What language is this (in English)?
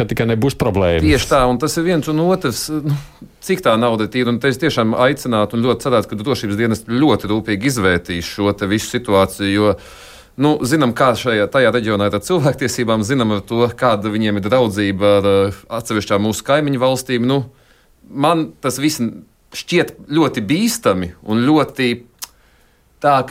Latvian